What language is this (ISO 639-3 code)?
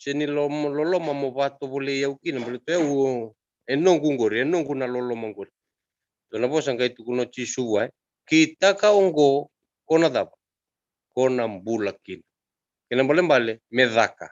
fij